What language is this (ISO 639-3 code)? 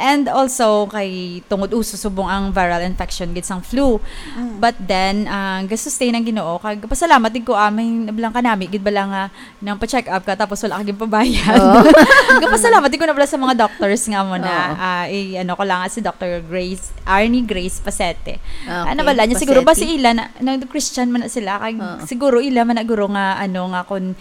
hil